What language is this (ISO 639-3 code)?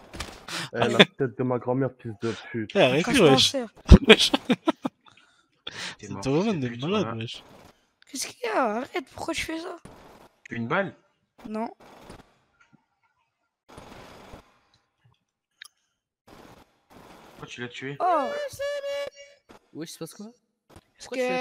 fra